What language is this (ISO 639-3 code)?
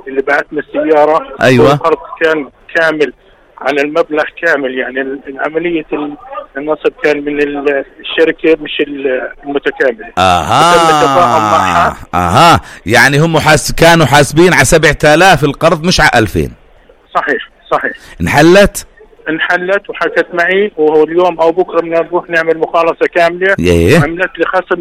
apc